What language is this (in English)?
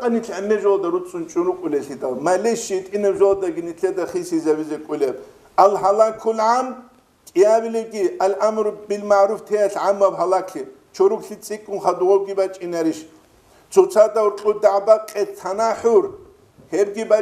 Avaric